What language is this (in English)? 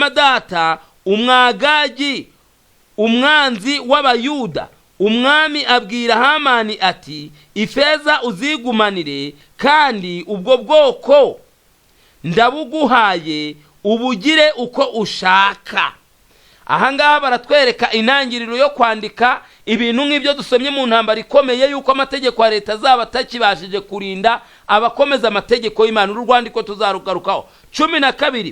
Kinyarwanda